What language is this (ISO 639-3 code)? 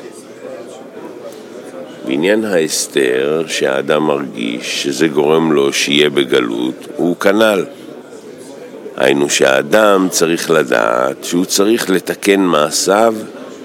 heb